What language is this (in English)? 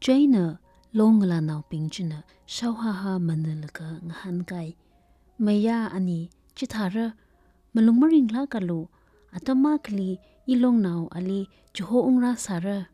Tangkhul Naga (India)